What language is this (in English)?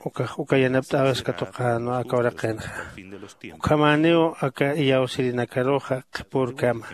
Aymara